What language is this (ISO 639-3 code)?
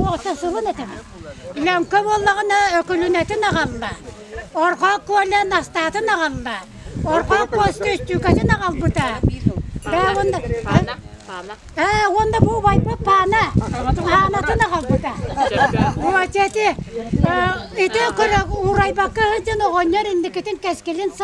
sah